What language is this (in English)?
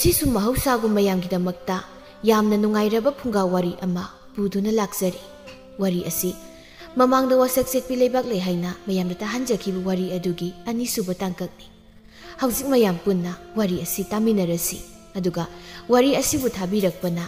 Manipuri